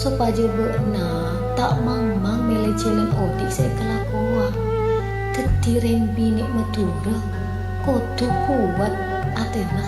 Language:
Madurese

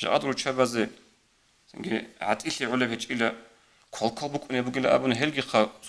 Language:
Avaric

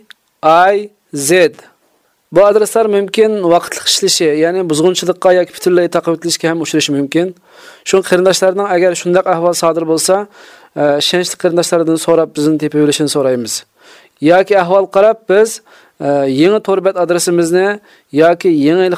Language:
Uyghur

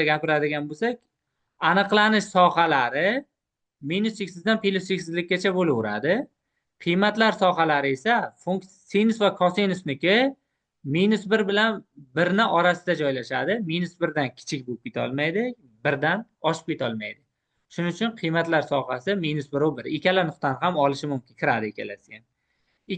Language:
Uzbek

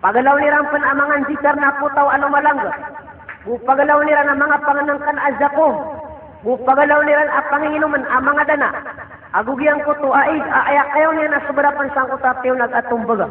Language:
Maranao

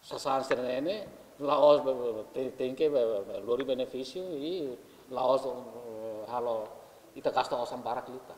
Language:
Tetum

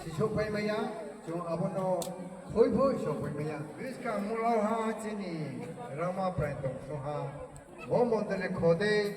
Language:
Riang (India)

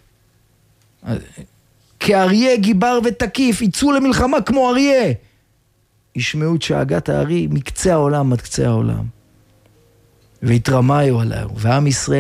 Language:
Hebrew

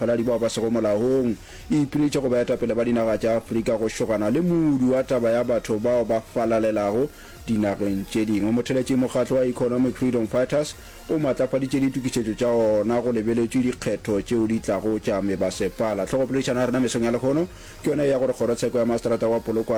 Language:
Northern Sotho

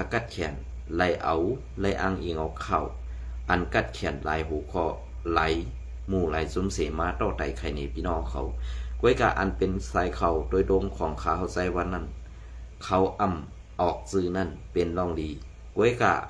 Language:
Shan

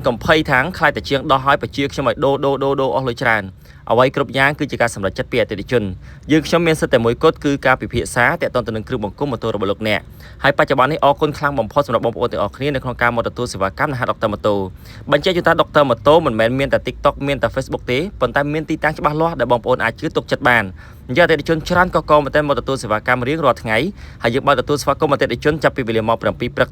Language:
Khmer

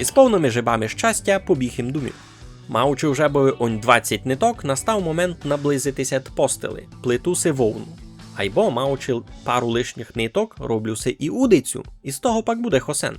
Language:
Rusyn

